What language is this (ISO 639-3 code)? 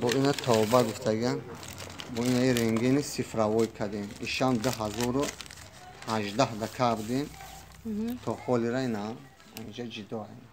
tgk